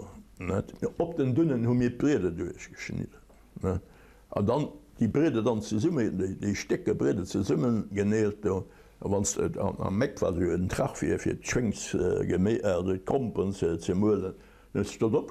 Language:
Luxembourgish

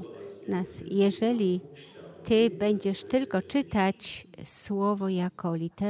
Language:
Polish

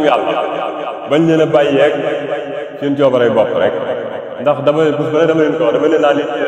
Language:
Wolof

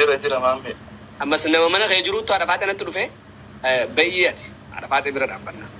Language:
Oromo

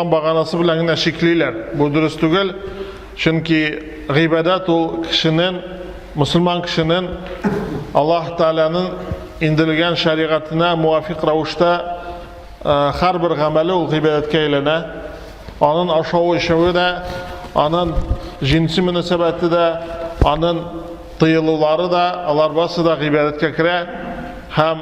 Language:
Tatar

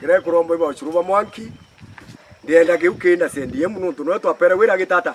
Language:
Meru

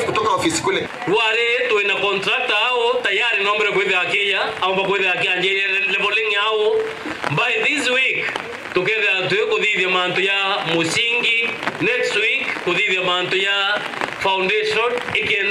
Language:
Meru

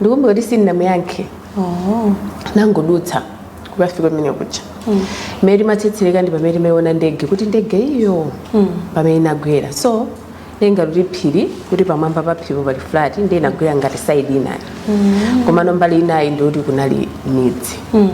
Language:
Nyanja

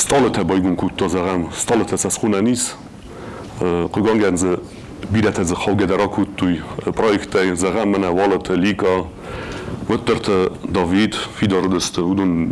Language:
Ossetic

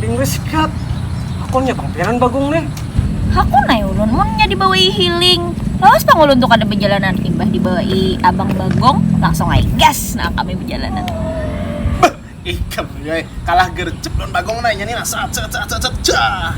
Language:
Banjar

